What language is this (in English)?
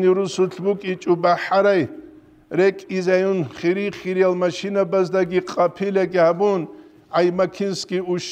Avaric